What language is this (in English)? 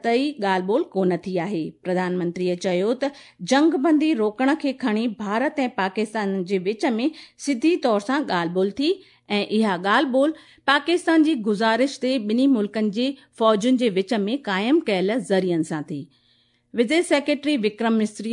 Sindhi